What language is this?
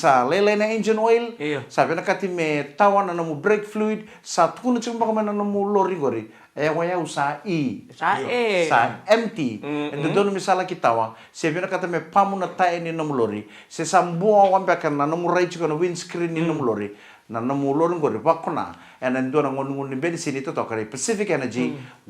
Fijian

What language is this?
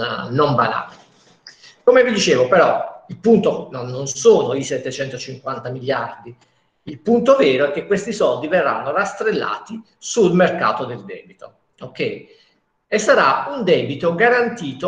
Italian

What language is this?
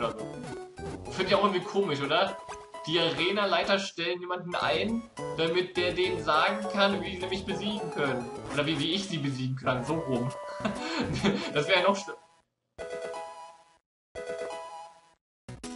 German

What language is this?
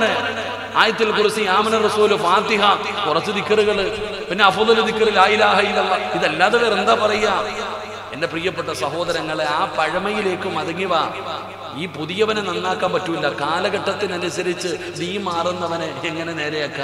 Malayalam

